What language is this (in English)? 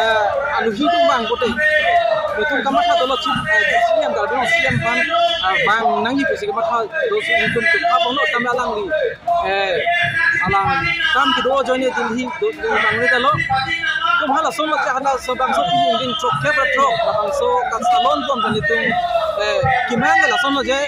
Karbi